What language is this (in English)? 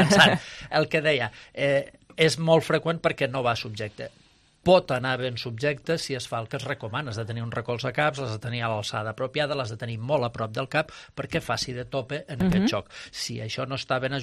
Catalan